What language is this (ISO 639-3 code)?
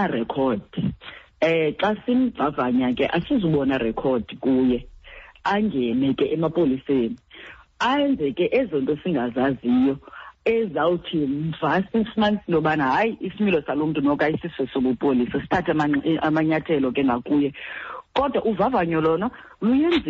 xho